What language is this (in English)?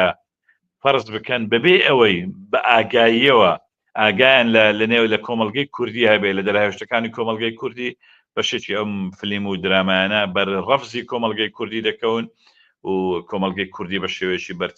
Central Kurdish